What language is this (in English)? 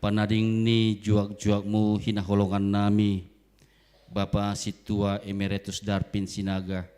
Batak Simalungun